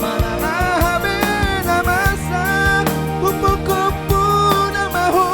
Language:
Batak Toba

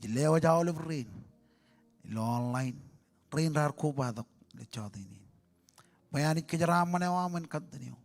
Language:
Marshallese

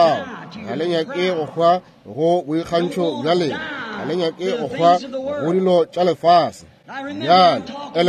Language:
Northern Sotho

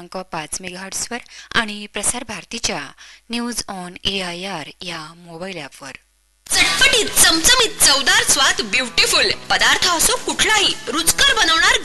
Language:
Marathi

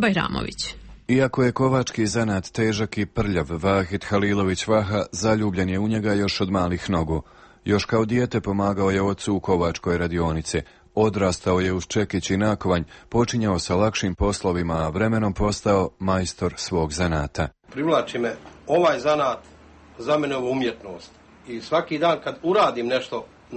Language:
Serbian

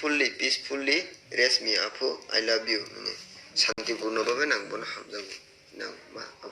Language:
Kok Borok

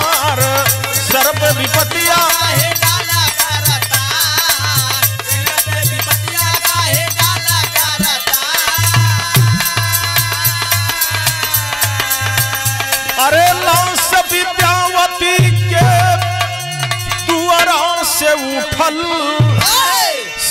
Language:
Bhojpuri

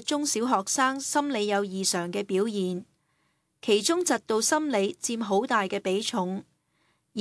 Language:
Cantonese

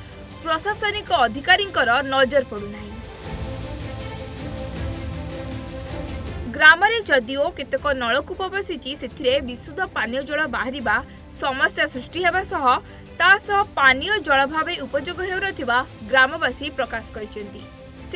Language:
Odia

